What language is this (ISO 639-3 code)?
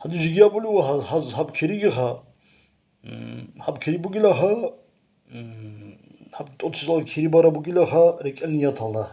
ava